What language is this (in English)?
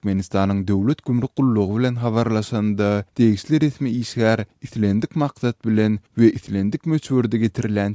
Turkmen